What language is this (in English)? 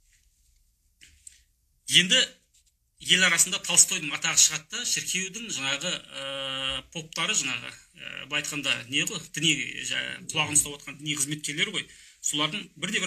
Kazakh